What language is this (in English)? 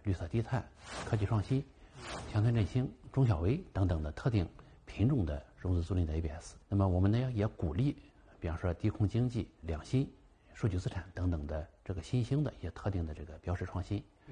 Chinese